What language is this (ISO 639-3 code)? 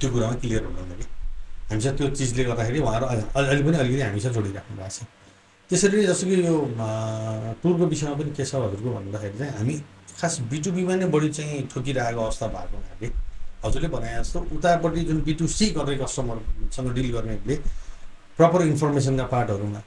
nep